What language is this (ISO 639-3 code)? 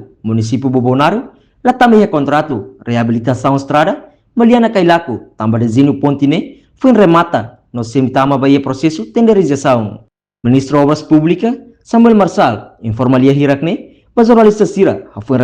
tet